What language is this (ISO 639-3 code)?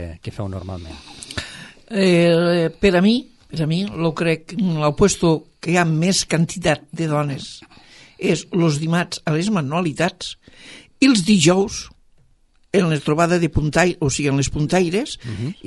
cat